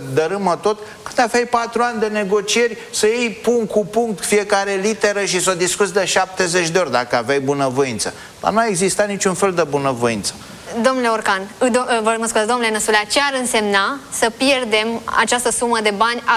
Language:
Romanian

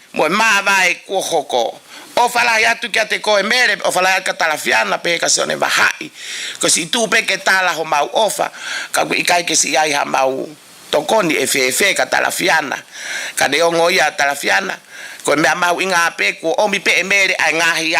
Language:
Tongan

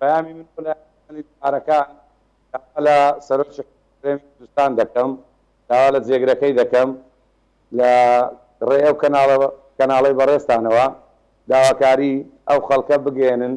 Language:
Central Kurdish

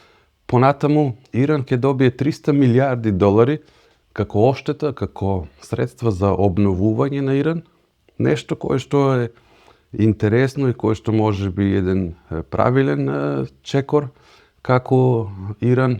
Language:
Macedonian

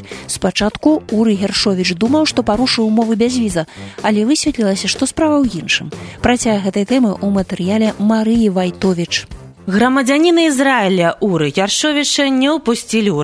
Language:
Belarusian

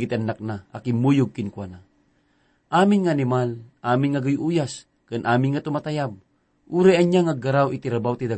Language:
Iloko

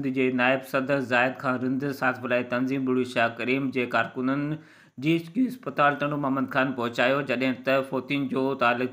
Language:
Sindhi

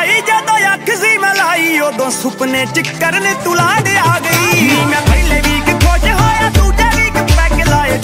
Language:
Punjabi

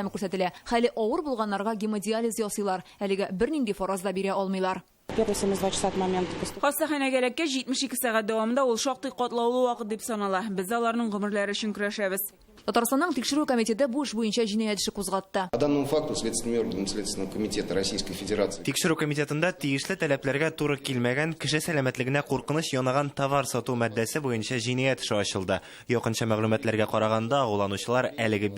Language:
Tatar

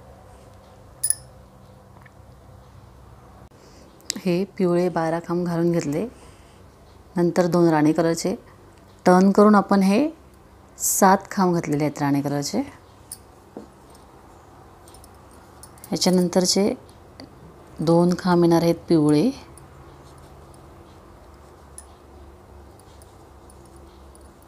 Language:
Marathi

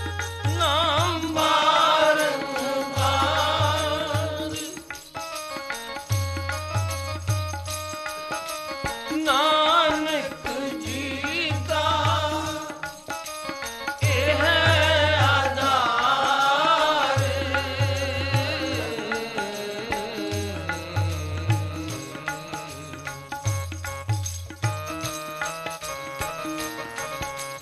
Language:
Punjabi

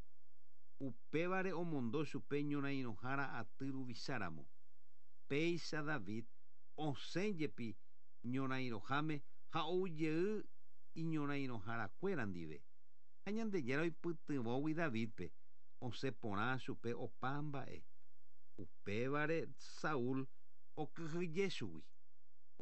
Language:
Guarani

